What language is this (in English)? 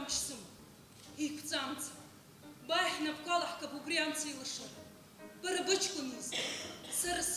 Abkhazian